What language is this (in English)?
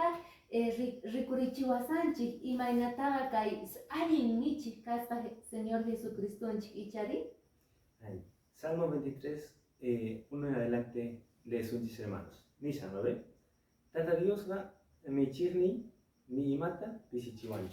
Quechua